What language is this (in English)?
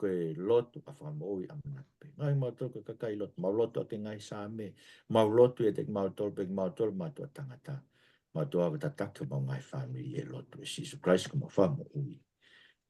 Tongan